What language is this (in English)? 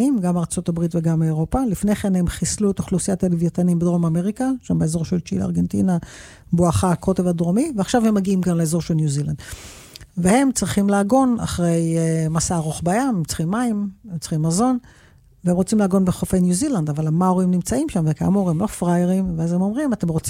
Hebrew